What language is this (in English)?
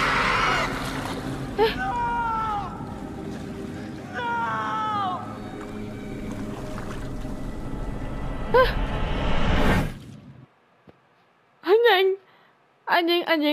Indonesian